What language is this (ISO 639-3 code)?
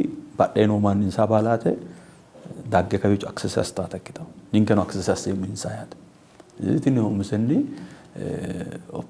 sid